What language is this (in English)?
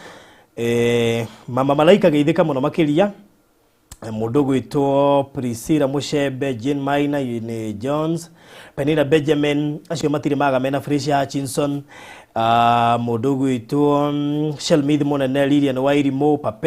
Kikuyu